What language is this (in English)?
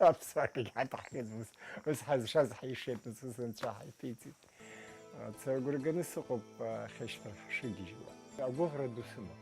Abkhazian